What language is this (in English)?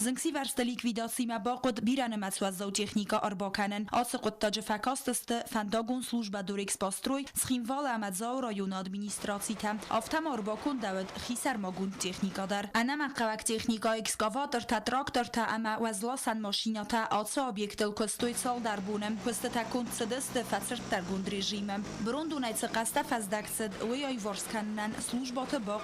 Ossetic